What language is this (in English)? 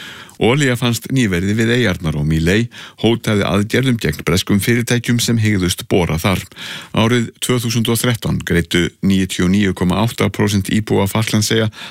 Icelandic